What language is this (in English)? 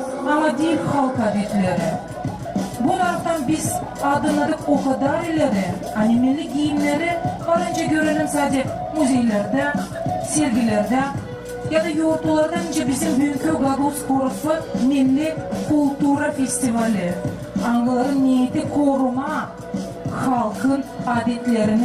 Gagauz